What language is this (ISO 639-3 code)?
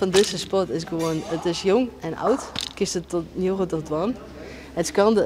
fry